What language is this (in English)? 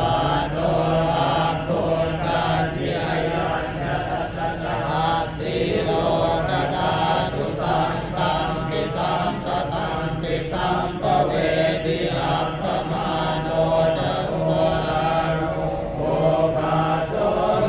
Pali